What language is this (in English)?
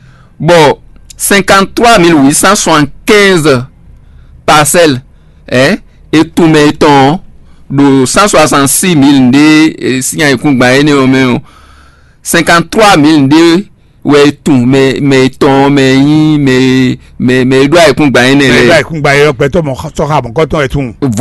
Fon